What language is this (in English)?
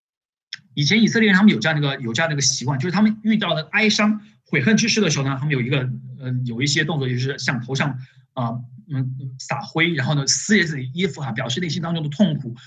Chinese